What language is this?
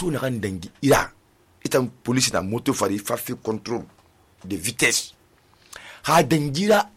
Susu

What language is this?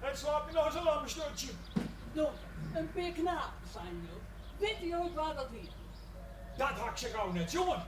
Western Frisian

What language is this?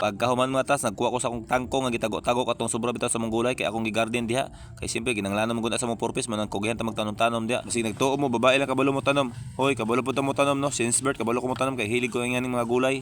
Cebuano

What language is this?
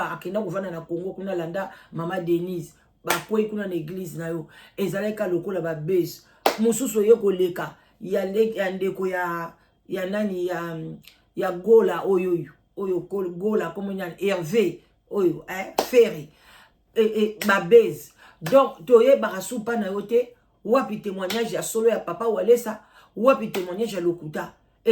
Lingala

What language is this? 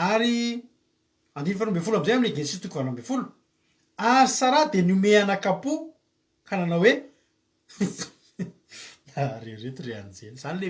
Malagasy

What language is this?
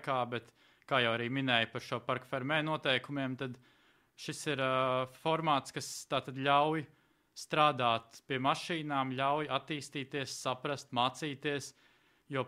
Latvian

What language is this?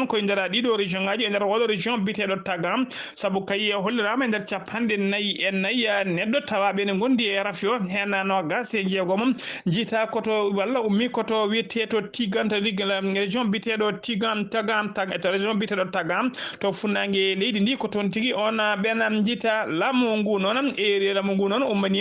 Fula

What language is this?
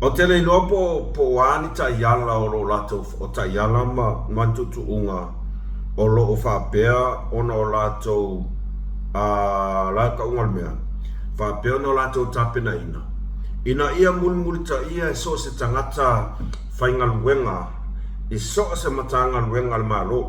Samoan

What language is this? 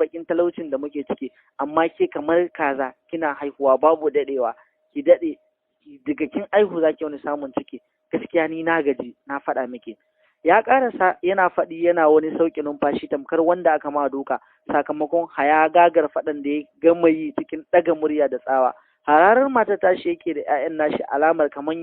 Hausa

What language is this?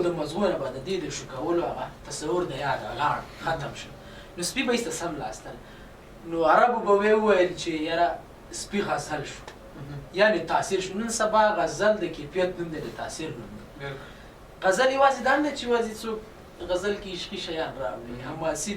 Pashto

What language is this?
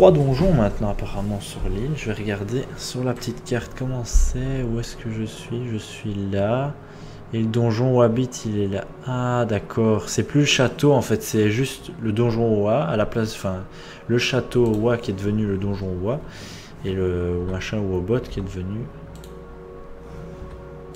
French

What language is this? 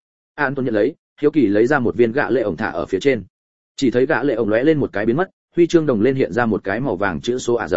Vietnamese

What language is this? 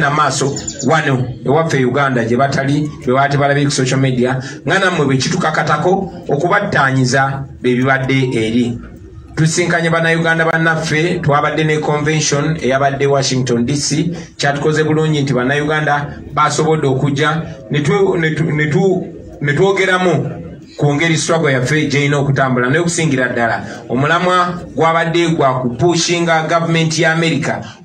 Ganda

